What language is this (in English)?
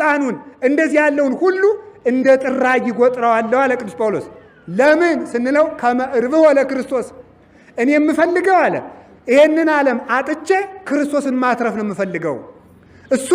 Amharic